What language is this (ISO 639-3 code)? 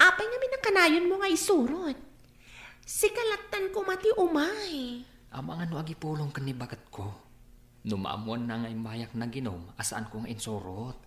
ilo